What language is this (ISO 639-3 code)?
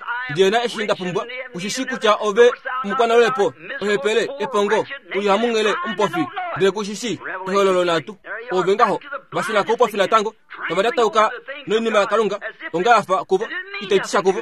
kua